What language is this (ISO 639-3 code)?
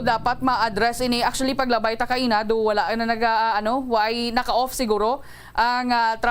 hil